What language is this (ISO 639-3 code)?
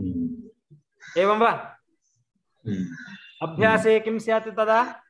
san